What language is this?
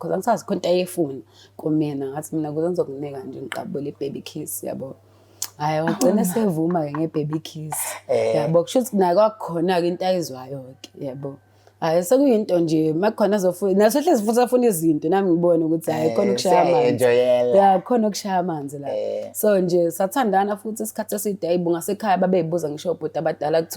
Zulu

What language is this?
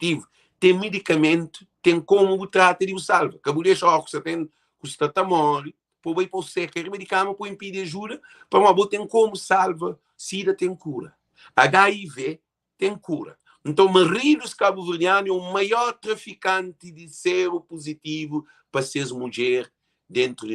Kabuverdianu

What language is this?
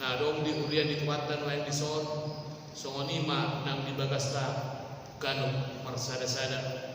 Batak Toba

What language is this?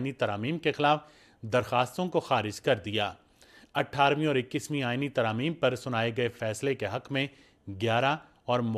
Urdu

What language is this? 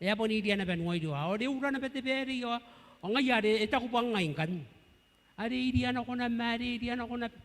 Gilbertese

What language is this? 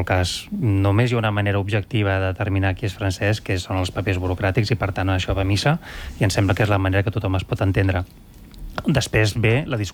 Catalan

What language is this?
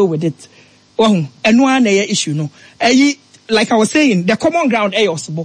Akan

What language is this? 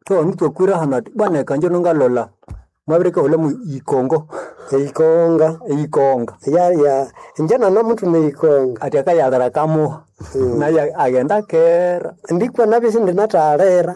Nande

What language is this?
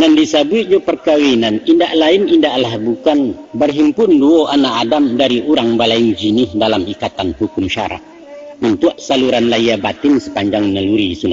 Minangkabau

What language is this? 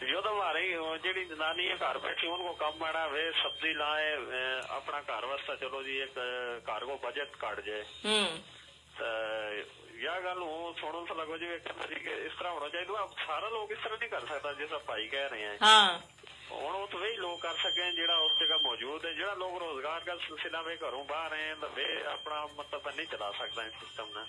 Gujari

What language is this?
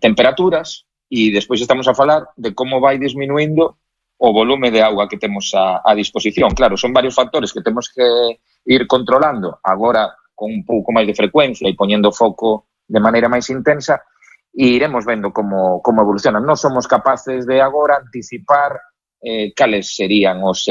Galician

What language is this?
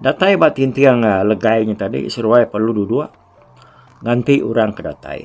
Iban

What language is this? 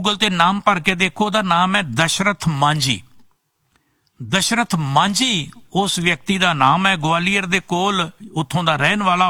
Punjabi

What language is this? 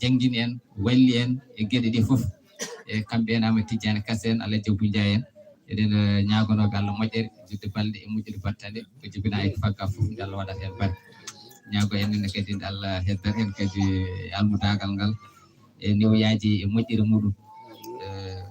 Fula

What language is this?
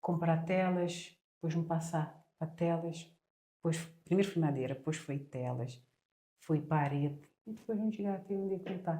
Kabuverdianu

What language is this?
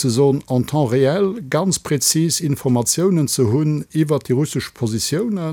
Luxembourgish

